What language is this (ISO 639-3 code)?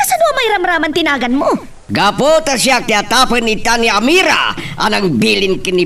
ilo